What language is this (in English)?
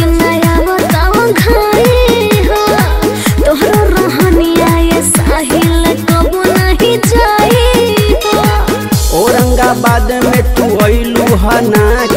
Bhojpuri